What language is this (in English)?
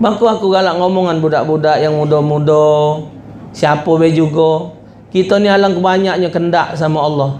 Musi